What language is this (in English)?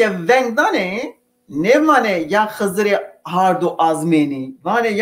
Zaza